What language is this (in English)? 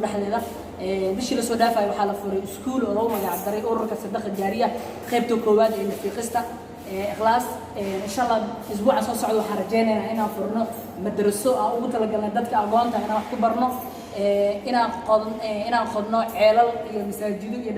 Somali